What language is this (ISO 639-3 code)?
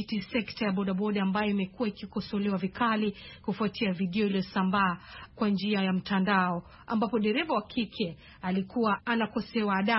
swa